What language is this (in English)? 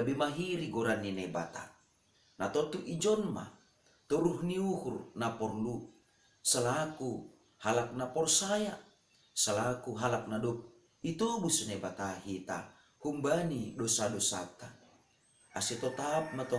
Batak Simalungun